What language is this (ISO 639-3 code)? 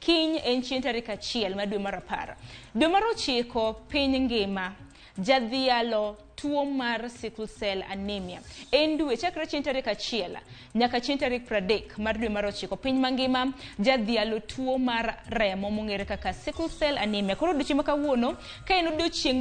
luo